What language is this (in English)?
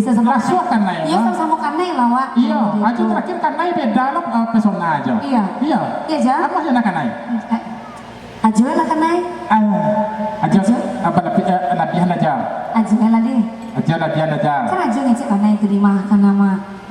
Minangkabau